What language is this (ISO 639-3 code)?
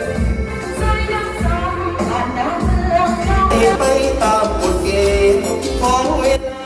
lao